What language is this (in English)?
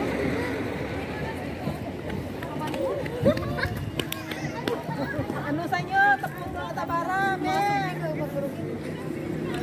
Filipino